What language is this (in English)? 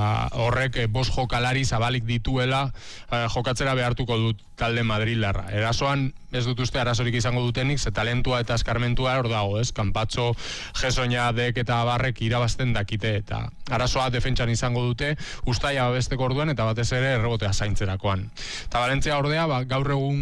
Basque